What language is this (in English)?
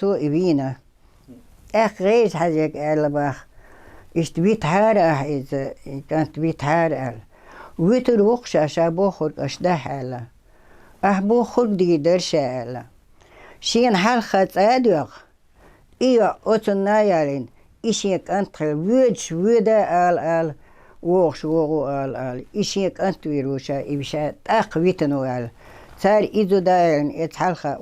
Chechen